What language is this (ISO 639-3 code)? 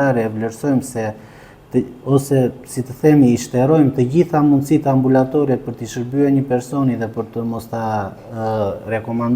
sqi